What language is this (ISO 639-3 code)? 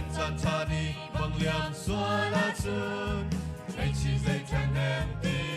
cnh